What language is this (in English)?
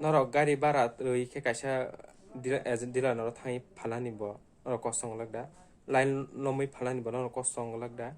Kok Borok